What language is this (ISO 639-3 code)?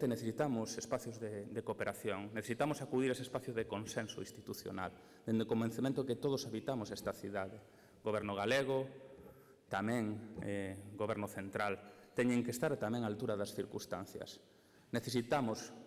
glg